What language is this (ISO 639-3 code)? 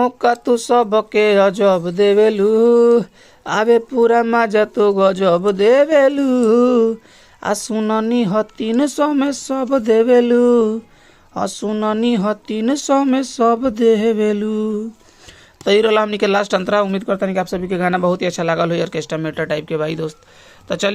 bho